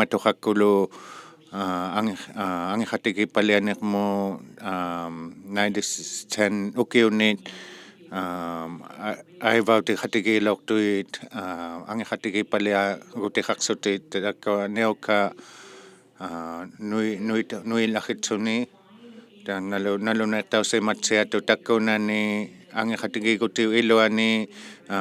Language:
Inuktitut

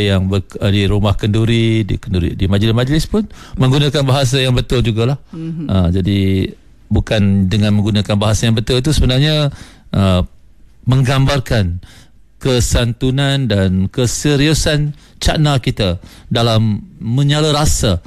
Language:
Malay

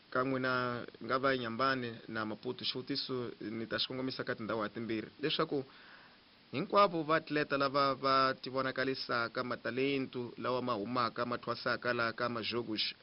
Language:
Tsonga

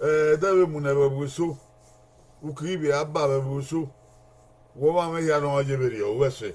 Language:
Bini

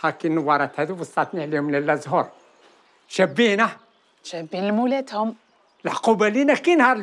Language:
Algerian Arabic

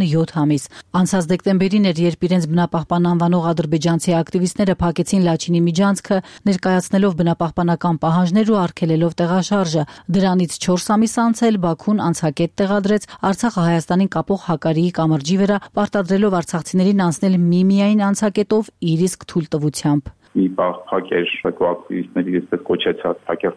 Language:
Armenian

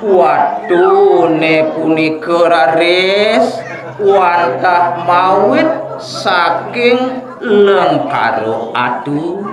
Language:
Balinese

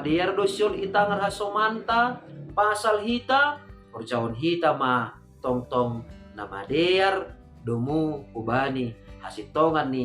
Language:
Batak Simalungun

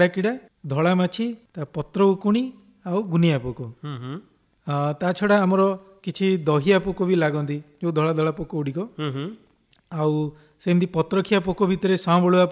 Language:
Odia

